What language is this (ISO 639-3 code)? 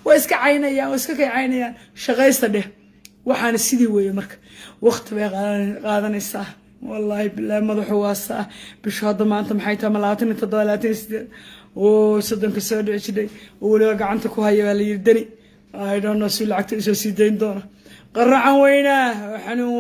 som